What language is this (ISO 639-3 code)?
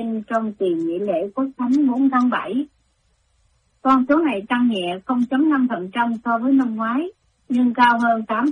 vie